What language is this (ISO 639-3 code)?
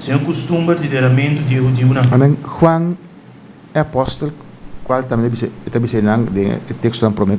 pap